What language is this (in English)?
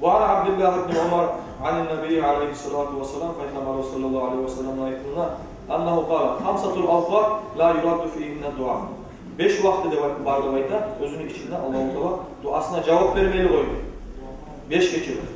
Kumyk